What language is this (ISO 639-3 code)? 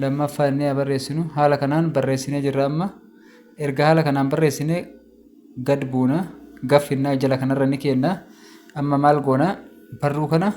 orm